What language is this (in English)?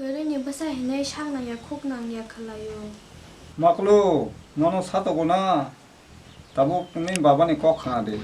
Kok Borok